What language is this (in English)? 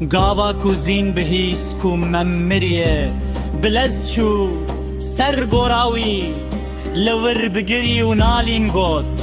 Kurdish